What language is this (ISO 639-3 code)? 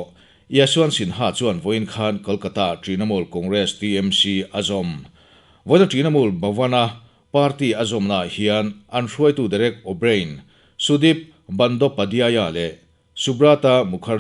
lus